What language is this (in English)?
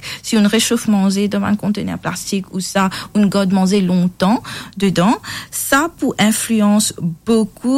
Morisyen